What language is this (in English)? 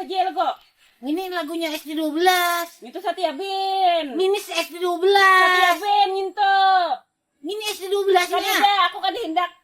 Banjar